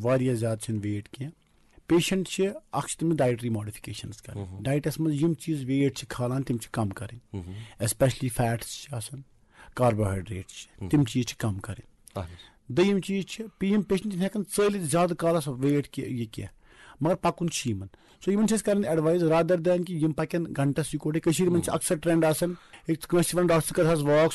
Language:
Kashmiri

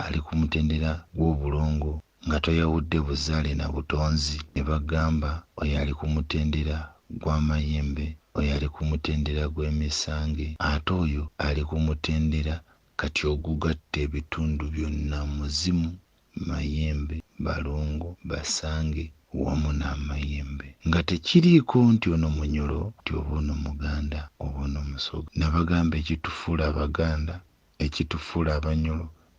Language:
Ganda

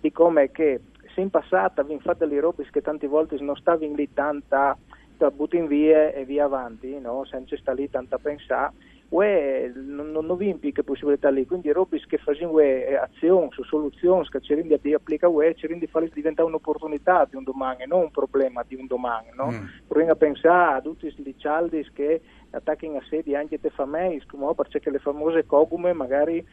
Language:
Friulian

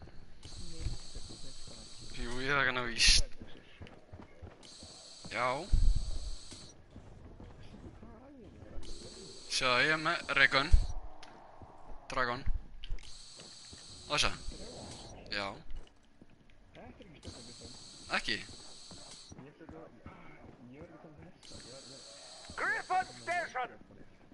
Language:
Icelandic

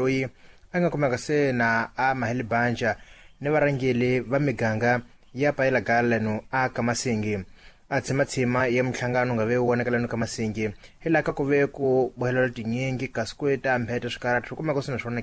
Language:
Tsonga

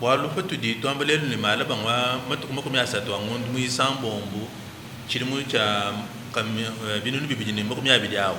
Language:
Luba-Lulua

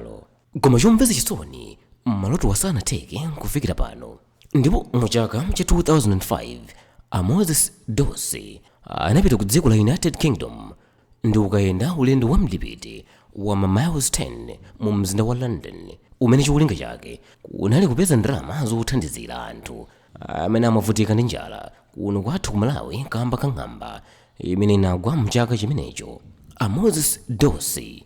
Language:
Nyanja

